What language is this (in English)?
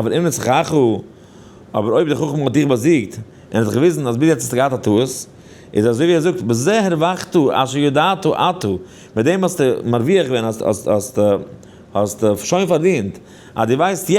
Yiddish